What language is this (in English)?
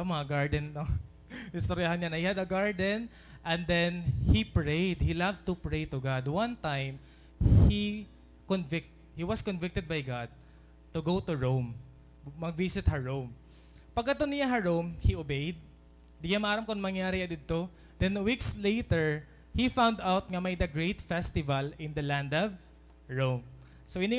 Waray